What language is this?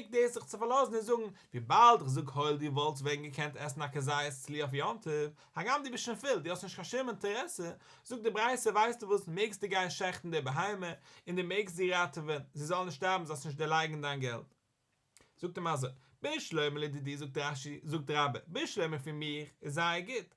Yiddish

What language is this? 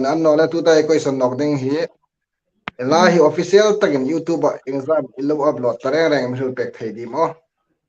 Hmar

